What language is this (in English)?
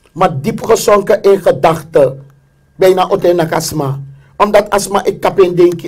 Sranan Tongo